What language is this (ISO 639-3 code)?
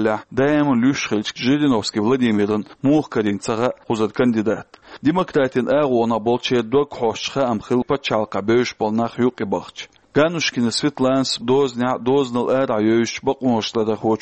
che